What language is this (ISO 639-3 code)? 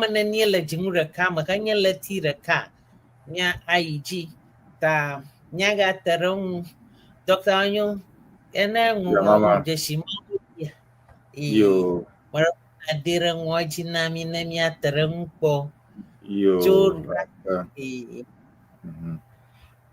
ewe